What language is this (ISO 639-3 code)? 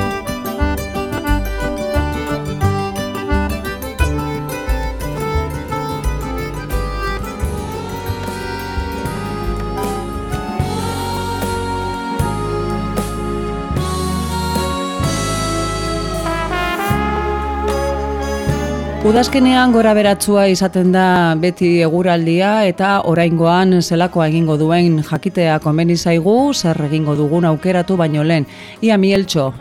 eus